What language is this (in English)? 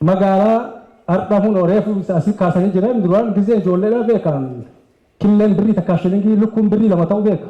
Oromo